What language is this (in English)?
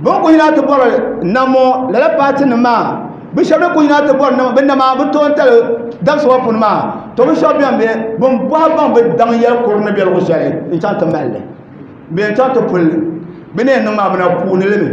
Dagbani